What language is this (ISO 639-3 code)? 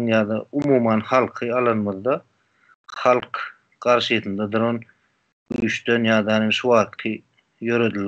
tuk